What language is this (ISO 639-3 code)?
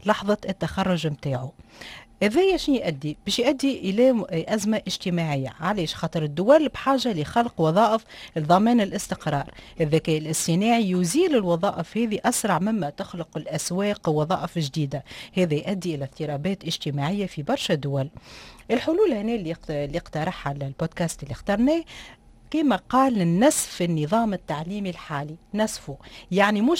aeb